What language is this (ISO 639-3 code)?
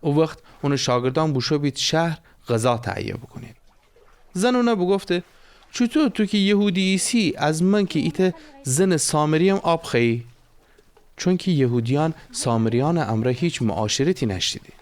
glk